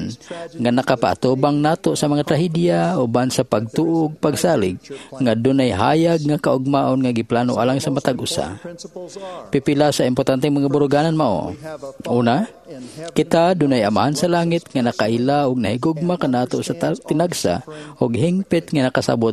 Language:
Cebuano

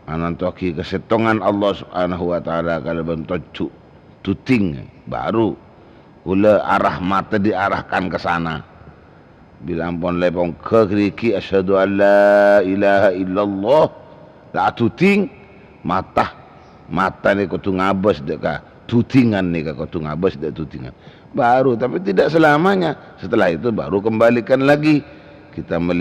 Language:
Madurese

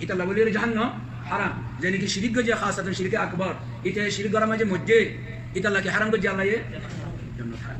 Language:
Rohingya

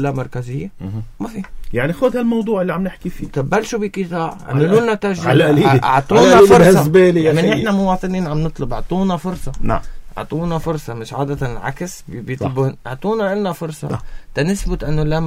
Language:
North Levantine Arabic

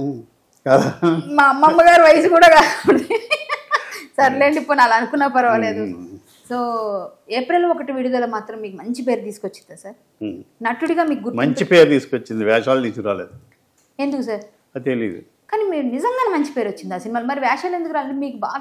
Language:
Telugu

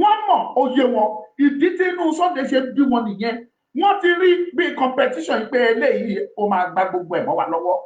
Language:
Yoruba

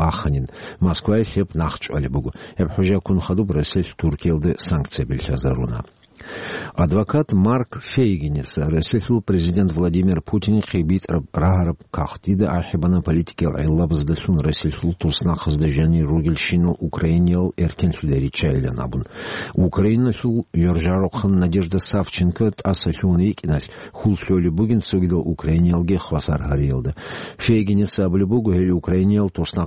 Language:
Avaric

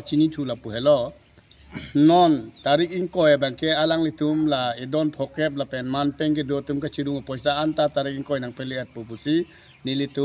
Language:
Karbi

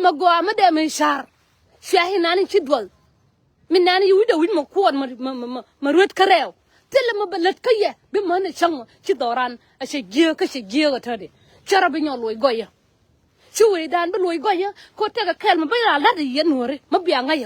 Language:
Nuer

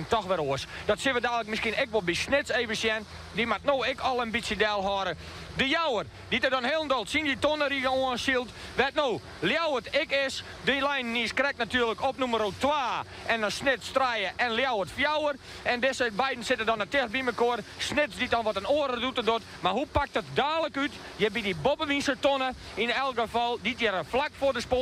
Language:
Western Frisian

